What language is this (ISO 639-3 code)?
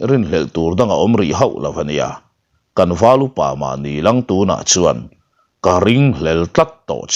lus